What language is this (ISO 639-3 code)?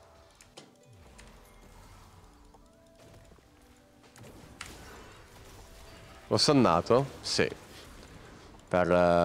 ita